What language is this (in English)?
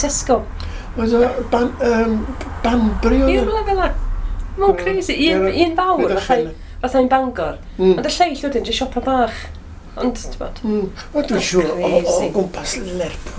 Welsh